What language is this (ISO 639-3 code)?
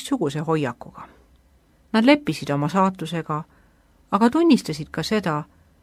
est